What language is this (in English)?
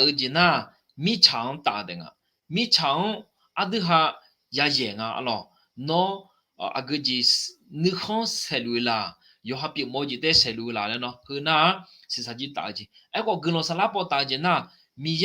Akha